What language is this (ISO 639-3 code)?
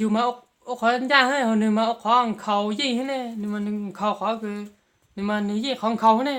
hmn